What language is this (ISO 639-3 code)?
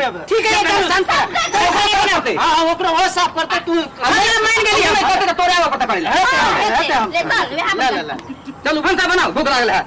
mai